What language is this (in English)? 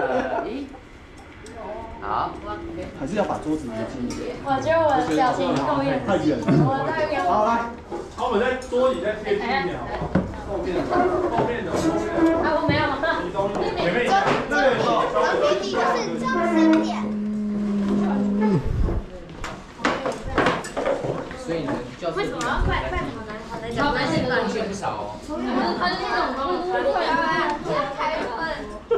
Chinese